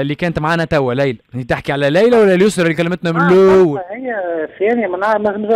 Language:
Tunisian Arabic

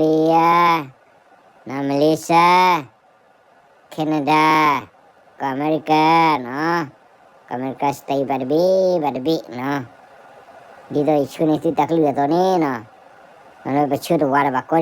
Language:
S'gaw Karen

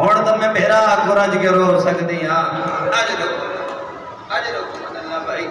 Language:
Saraiki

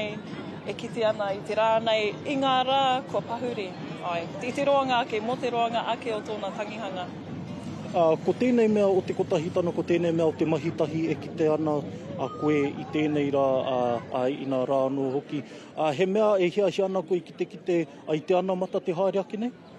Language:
Māori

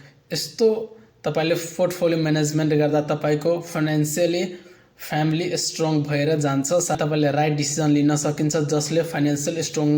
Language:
Nepali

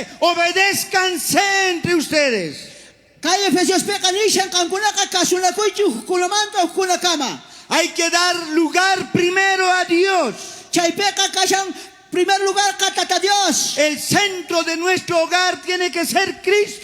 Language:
South Bolivian Quechua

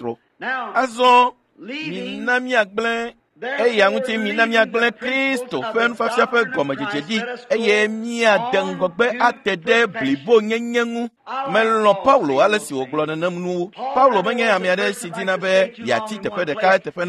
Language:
Ewe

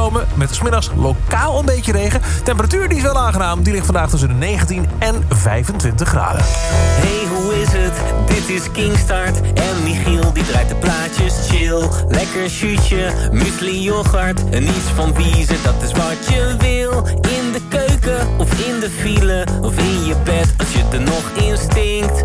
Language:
Dutch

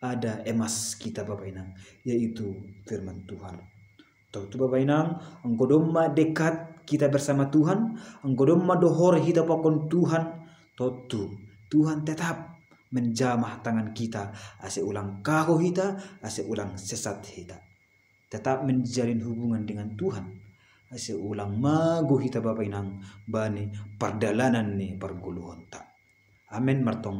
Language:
Batak Simalungun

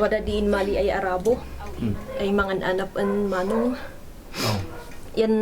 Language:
Kankanaey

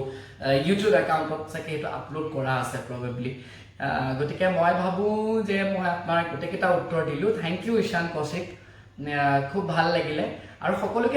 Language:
Assamese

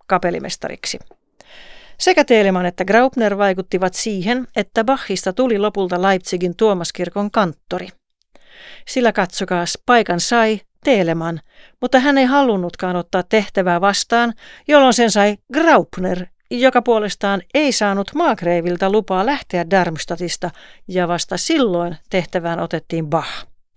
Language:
Finnish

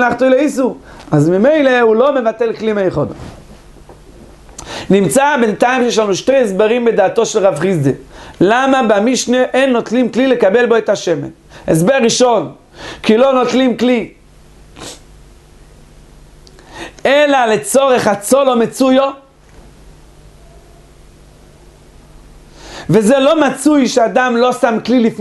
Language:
Hebrew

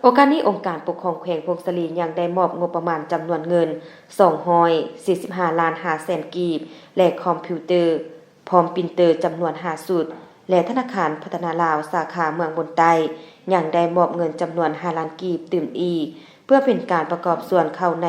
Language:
Lao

